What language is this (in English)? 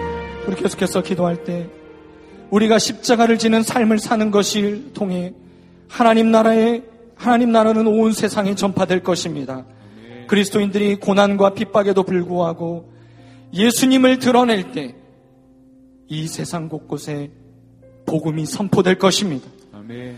Korean